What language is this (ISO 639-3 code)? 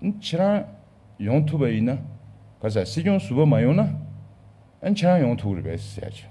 bod